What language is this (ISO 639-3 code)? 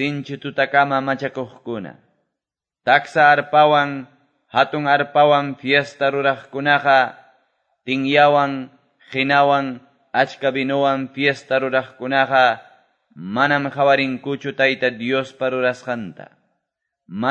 que